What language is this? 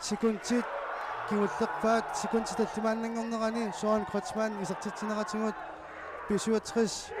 Kalaallisut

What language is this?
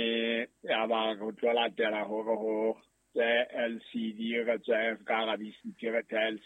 Southern Sotho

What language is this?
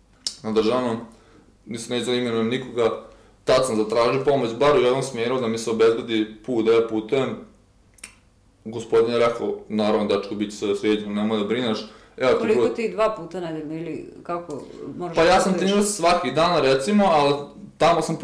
Serbian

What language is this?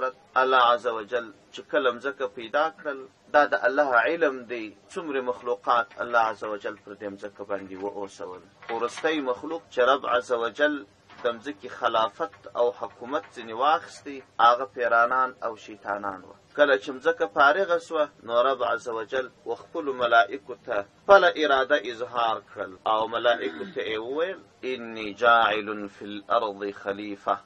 Pashto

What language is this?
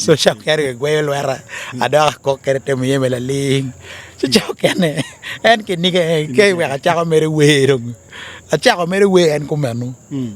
Acoli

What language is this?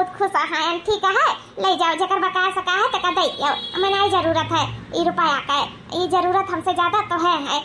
Awadhi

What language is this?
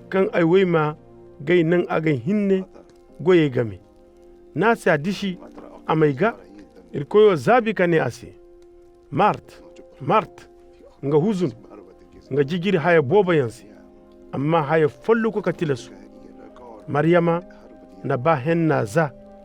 Zarma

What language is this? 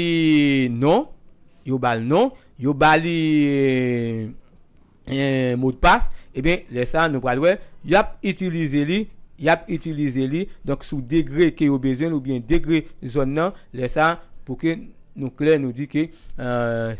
Haitian Creole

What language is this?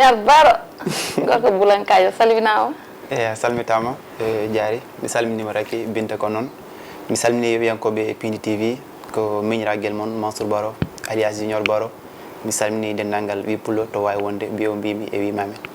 Fula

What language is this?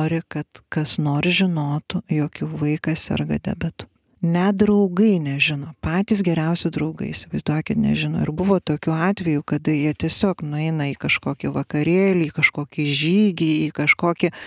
Lithuanian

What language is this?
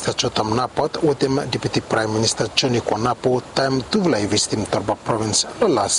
Bislama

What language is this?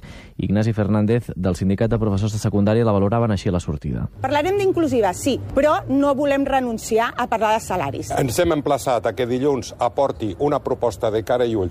Catalan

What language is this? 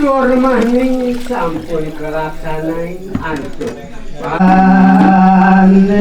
Balinese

